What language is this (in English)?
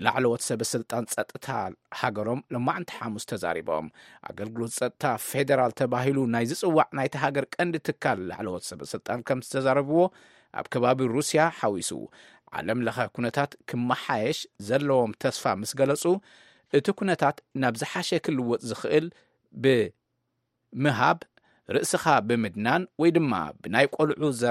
Tigrinya